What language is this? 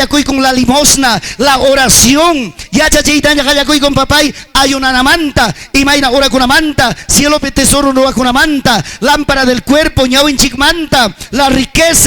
Ayacucho Quechua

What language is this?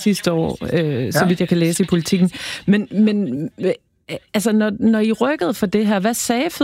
Danish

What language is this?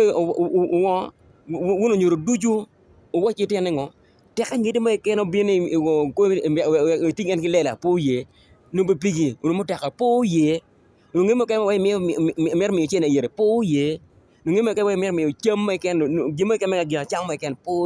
Acoli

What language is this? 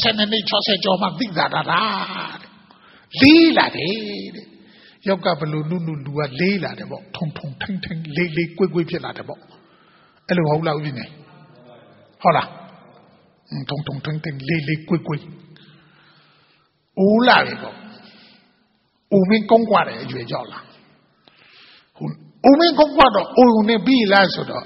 Burmese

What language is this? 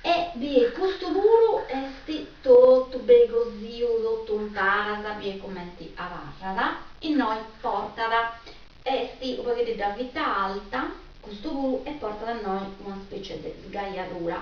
Sardinian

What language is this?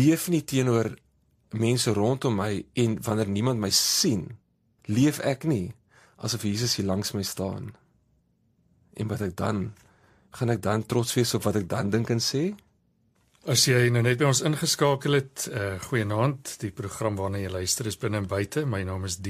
Afrikaans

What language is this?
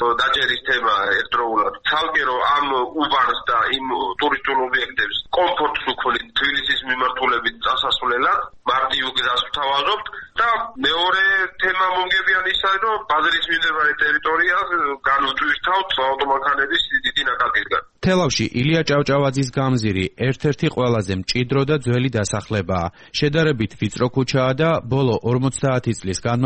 Georgian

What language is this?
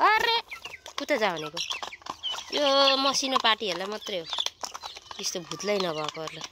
Nepali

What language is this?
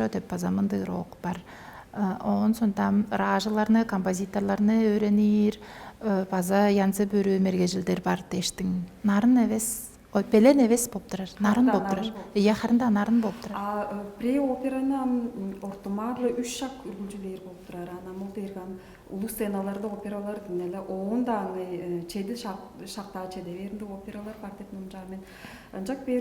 Tuvinian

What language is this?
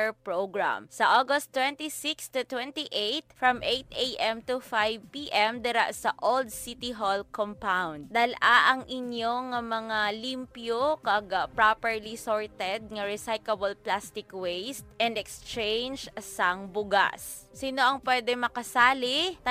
Hiligaynon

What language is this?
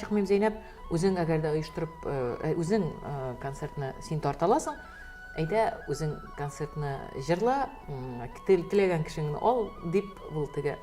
Tatar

